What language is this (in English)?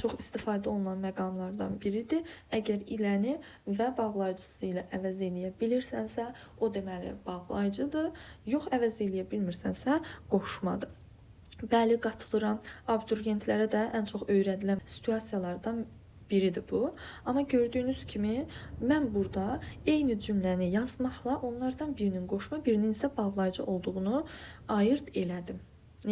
Azerbaijani